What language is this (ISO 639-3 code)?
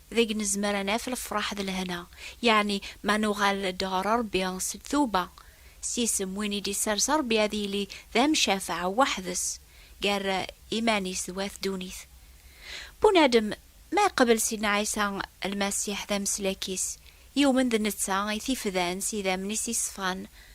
kab